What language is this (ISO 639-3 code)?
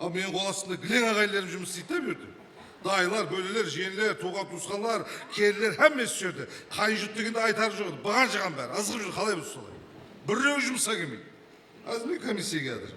kaa